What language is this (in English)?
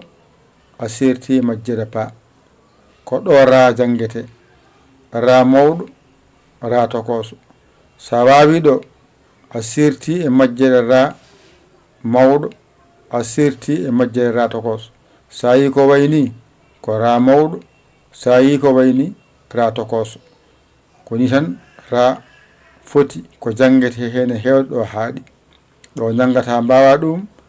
Fula